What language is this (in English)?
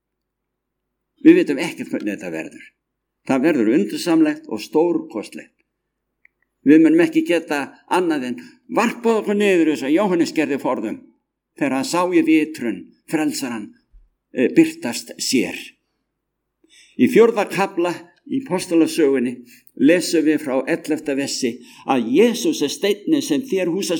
Icelandic